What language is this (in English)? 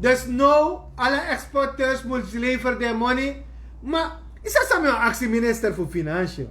Sranan Tongo